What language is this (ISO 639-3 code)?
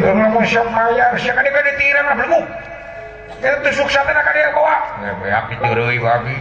sun